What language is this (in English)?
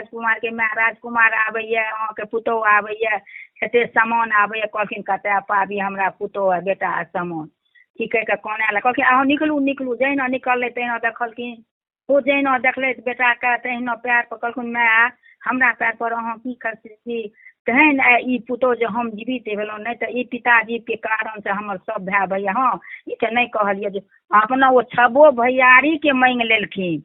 Maithili